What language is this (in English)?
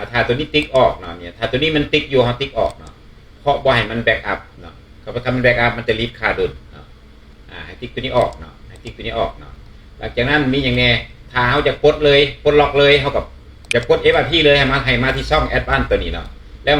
Lao